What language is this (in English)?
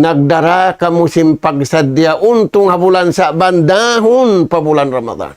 Tausug